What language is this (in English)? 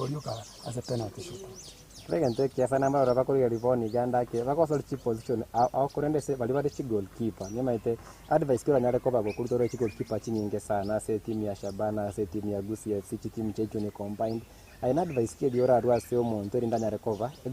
Gusii